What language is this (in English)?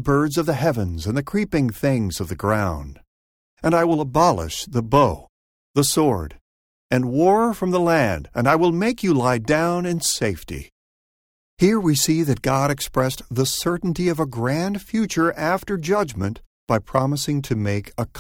English